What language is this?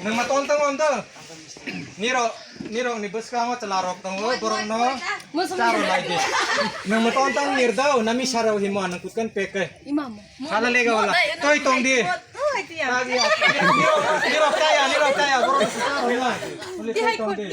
Kok Borok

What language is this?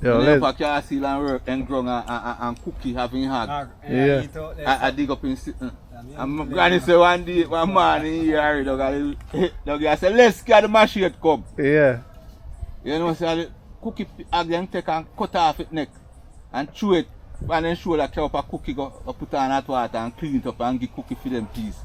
Jamaican Creole English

